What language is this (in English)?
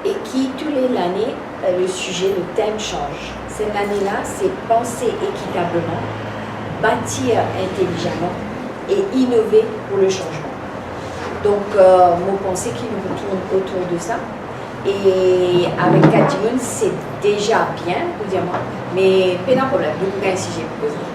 Morisyen